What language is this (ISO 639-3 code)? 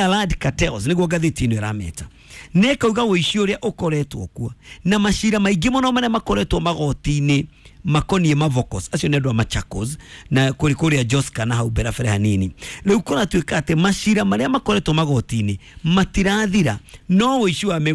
kik